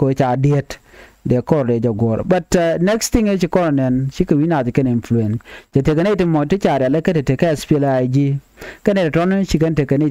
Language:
Nuer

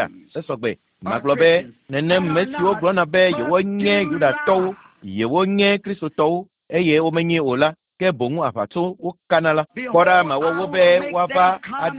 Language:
Ewe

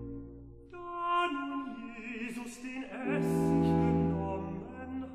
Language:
German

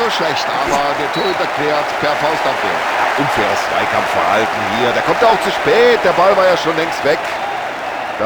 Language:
Bavarian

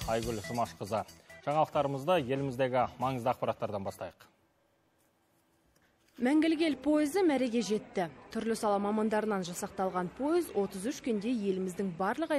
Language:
Kazakh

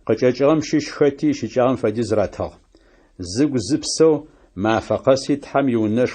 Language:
Adyghe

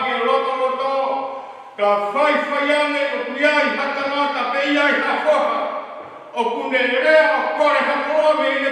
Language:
Tongan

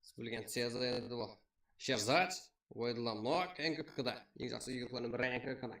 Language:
Kara-Kalpak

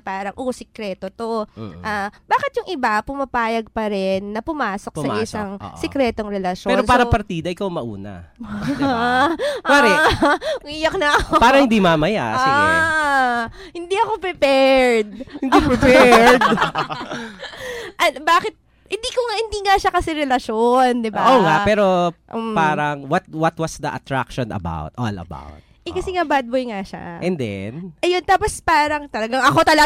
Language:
Filipino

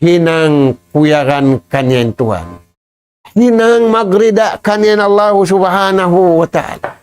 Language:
Tausug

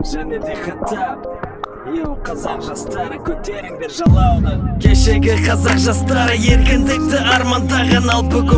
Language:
Kazakh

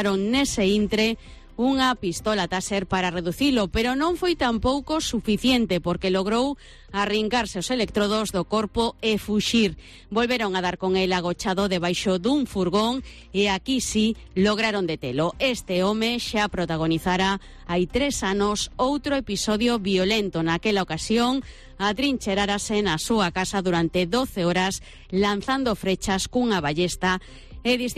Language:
Galician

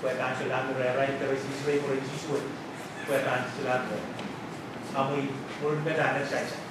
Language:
Pohnpeian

